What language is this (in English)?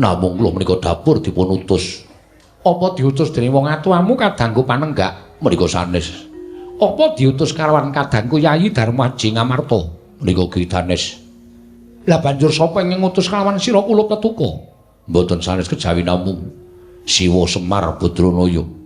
Javanese